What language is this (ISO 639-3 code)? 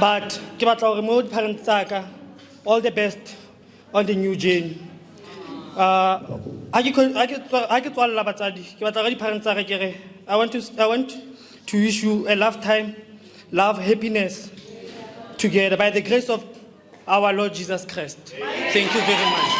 nso